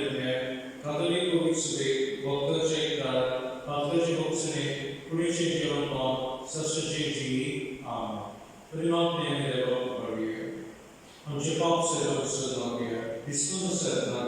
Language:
Konkani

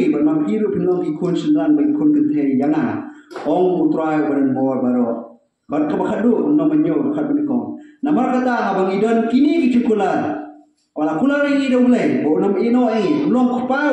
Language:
Khasi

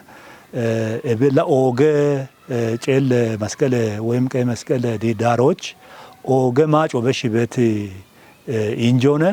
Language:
Kafa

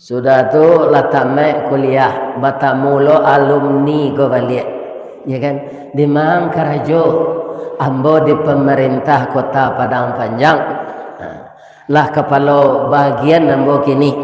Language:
Minangkabau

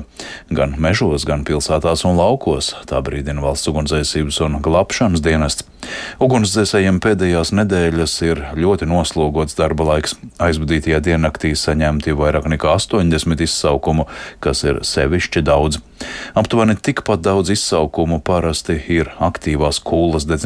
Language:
Latvian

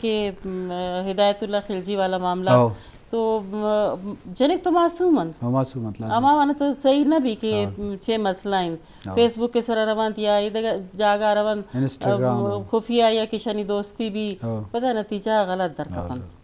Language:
Eastern Balochi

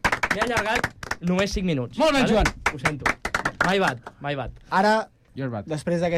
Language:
Catalan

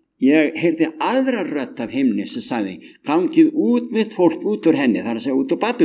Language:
Icelandic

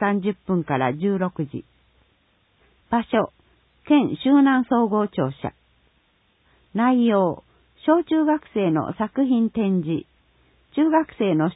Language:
Japanese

